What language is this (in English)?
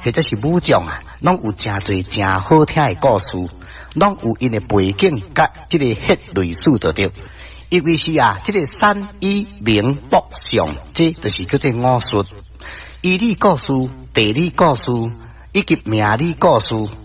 Min Nan Chinese